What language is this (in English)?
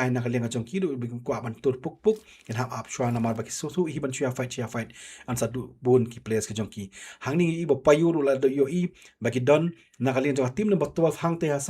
Khasi